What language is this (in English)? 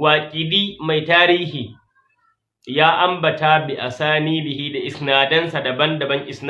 Hausa